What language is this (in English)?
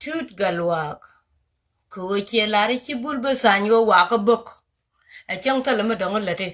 Nuer